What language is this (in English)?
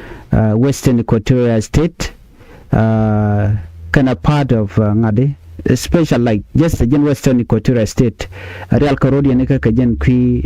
Nuer